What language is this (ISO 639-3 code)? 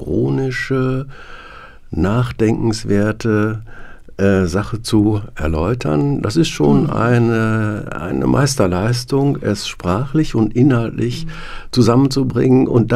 deu